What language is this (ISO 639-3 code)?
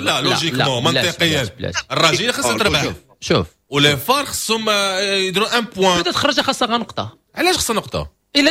ary